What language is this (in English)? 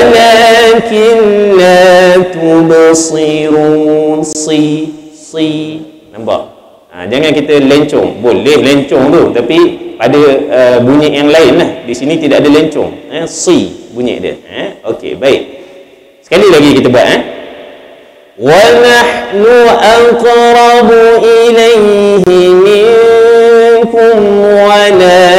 Malay